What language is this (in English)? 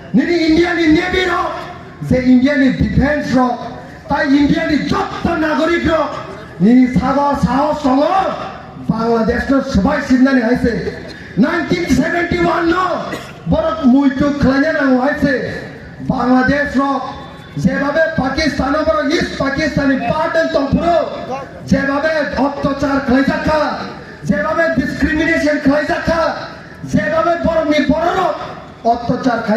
Kok Borok